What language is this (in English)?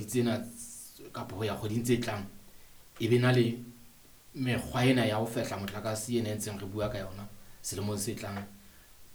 Southern Sotho